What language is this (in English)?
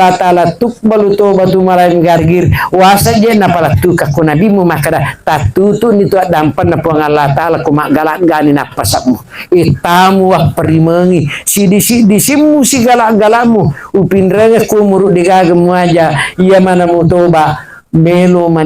Buginese